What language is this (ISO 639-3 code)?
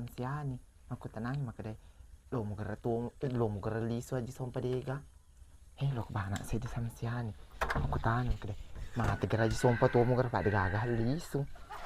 bug